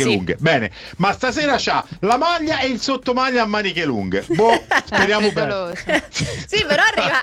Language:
Italian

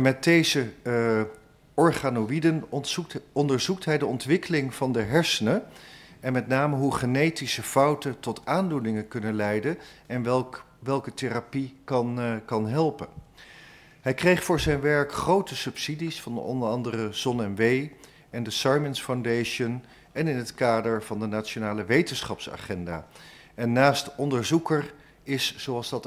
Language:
Dutch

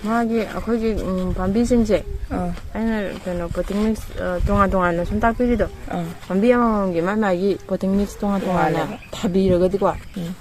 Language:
Manipuri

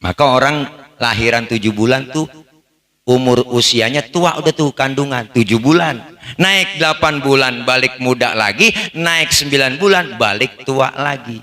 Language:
Betawi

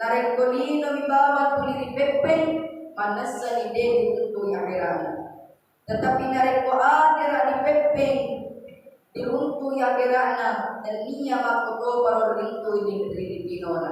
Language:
Buginese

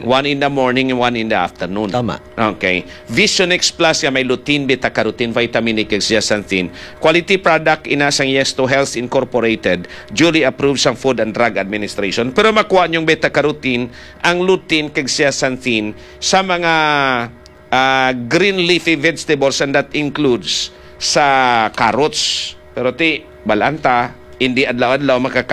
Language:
Hiligaynon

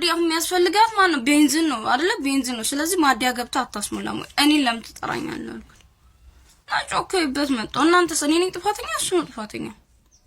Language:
Amharic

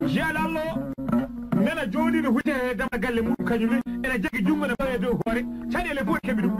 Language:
Fula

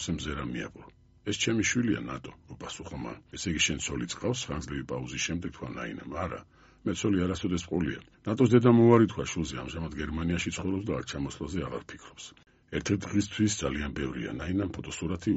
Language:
Georgian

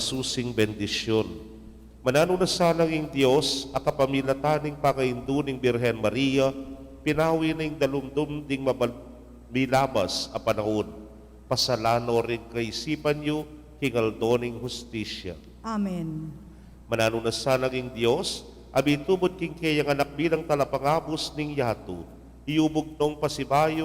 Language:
Pampanga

